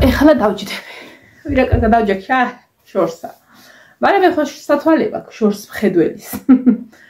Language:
Georgian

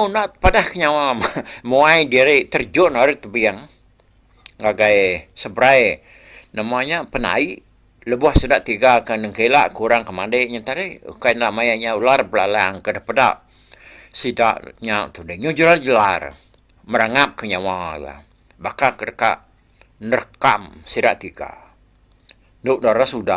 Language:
Iban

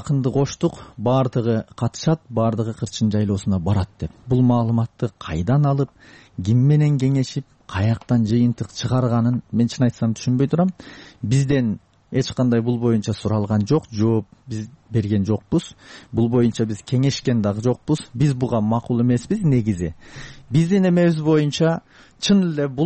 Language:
Kyrgyz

